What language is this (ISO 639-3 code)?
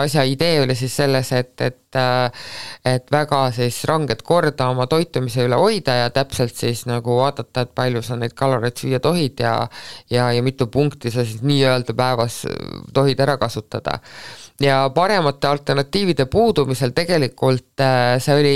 est